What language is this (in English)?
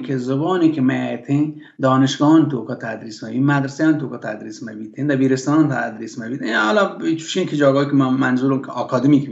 Baluchi